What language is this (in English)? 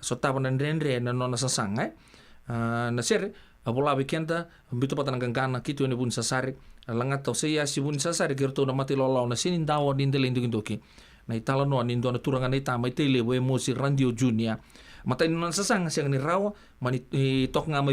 Fijian